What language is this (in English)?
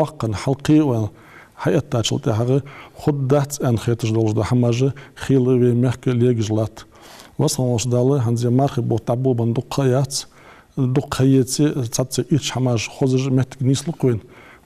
Ingush